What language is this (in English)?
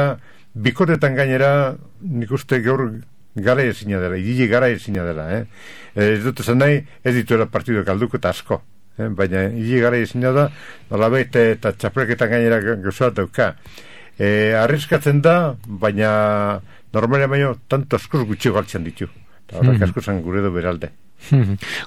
Basque